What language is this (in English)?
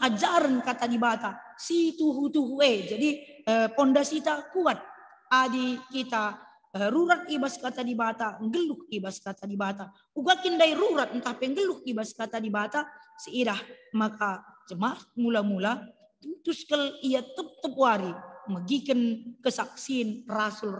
Batak Karo